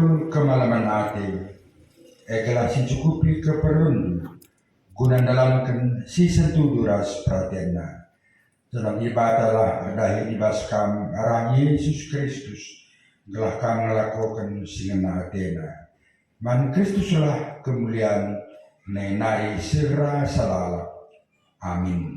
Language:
Batak Karo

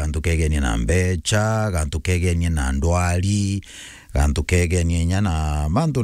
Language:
Meru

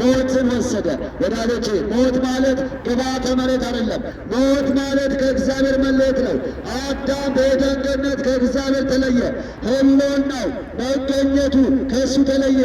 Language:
Amharic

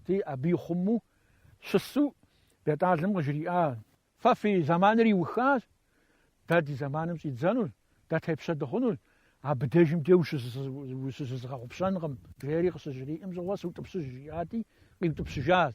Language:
Kabardian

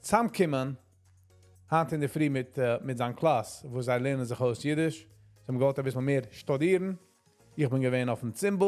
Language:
Yiddish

